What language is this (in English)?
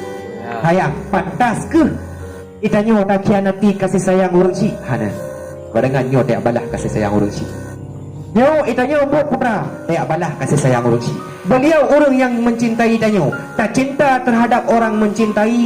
Achinese